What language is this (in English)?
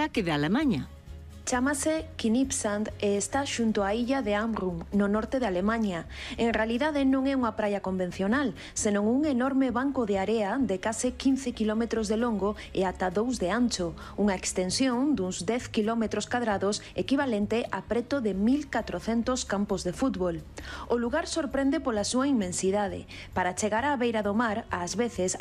Galician